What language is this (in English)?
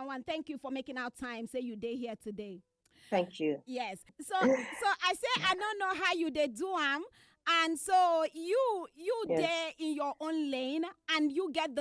Nigerian Pidgin